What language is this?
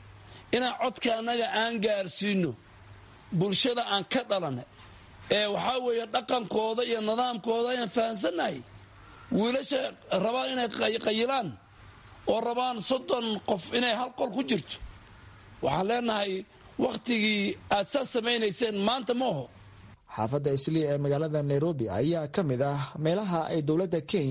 Somali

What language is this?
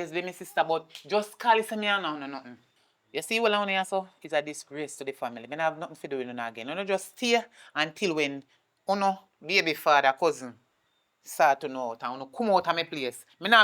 Jamaican Creole English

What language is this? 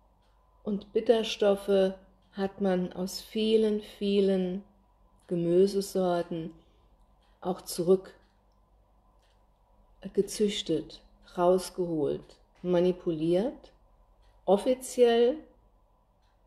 German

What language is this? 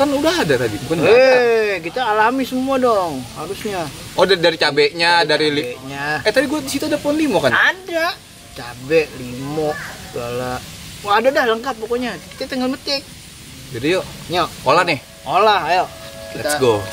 Betawi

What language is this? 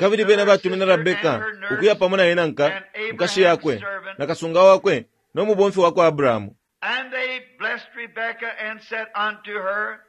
Bemba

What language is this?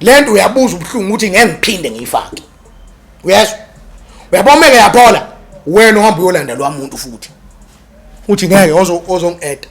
Zulu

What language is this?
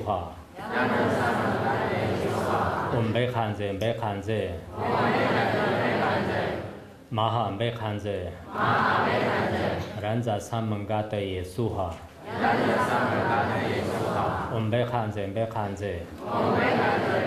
Chinese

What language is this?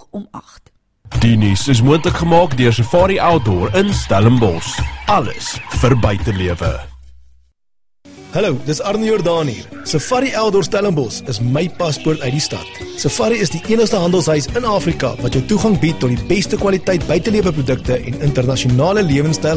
Afrikaans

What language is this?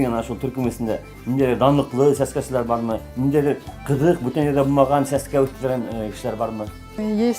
Bashkir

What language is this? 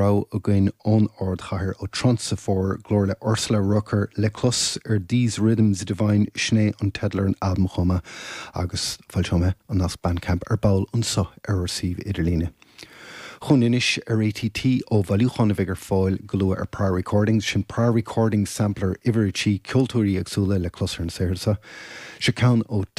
Irish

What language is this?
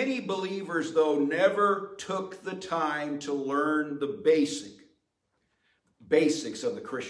English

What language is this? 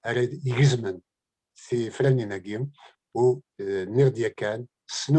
Kabyle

